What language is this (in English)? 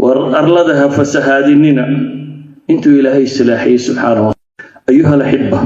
Somali